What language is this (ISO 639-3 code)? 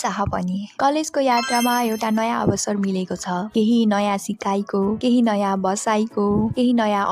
nep